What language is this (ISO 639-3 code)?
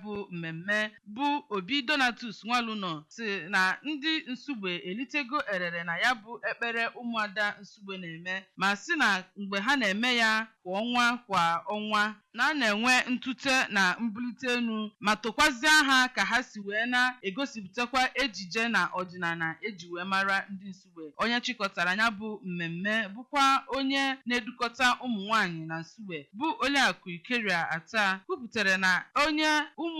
ibo